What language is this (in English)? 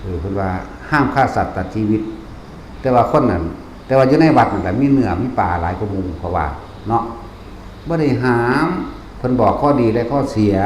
Northeastern Thai